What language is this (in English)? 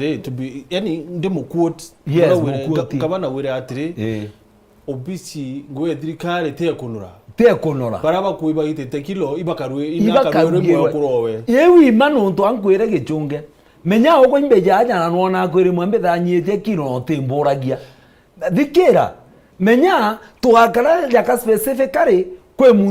Meru